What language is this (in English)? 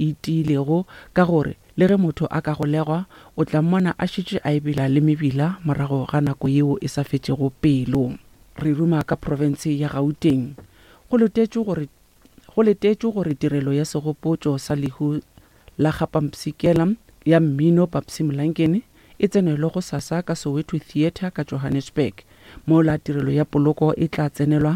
Northern Sotho